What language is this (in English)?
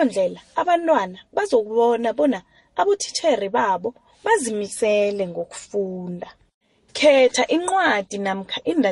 South Ndebele